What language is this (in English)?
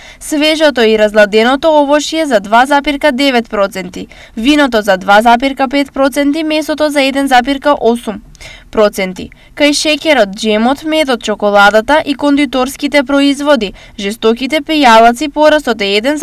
Macedonian